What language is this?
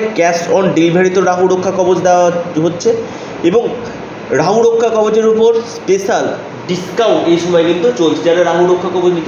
Bangla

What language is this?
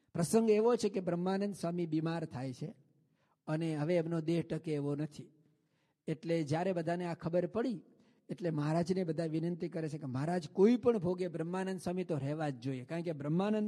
Gujarati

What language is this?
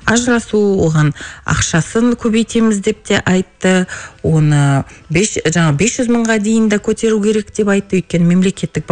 Kazakh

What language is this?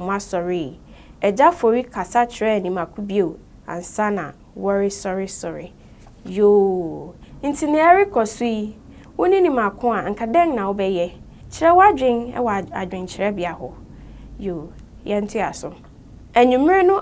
Akan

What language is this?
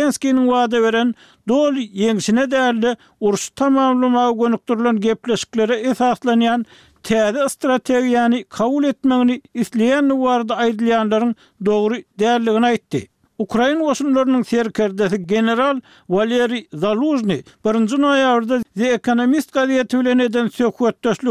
Turkmen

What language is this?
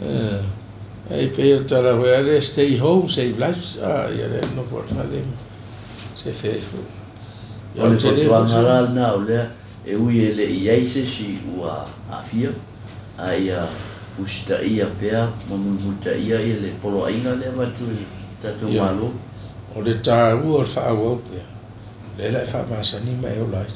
Samoan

